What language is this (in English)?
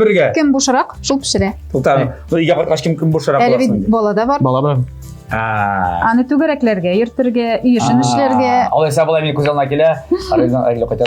Tatar